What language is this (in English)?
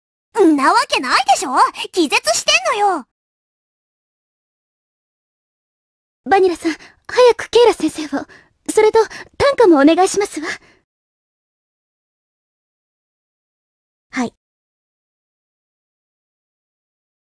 Japanese